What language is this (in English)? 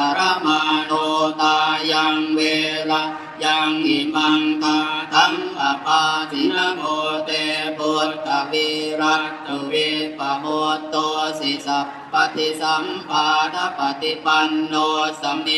Pali